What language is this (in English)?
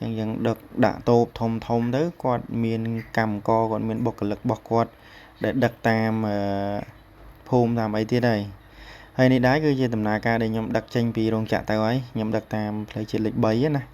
Khmer